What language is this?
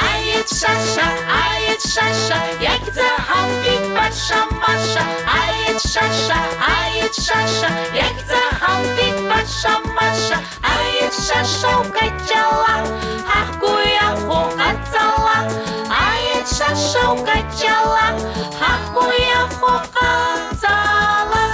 Abkhazian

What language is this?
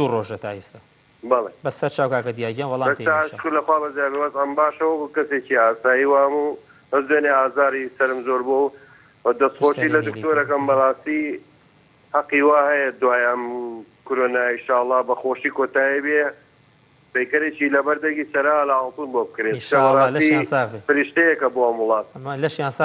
Central Kurdish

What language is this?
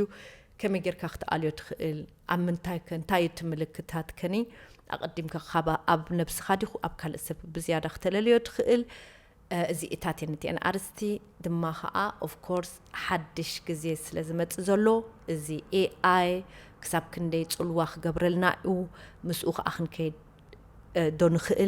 Tigrinya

